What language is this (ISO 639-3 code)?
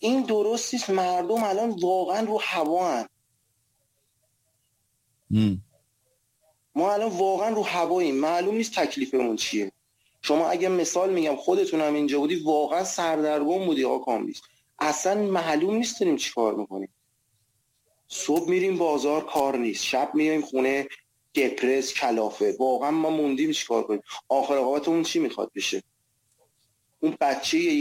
fas